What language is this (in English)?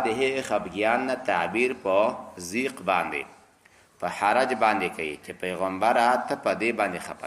Pashto